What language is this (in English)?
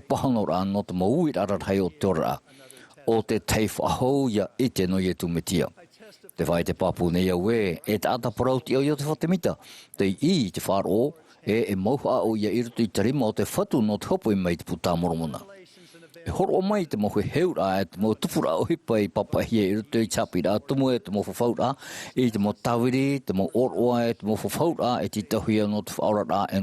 Tahitian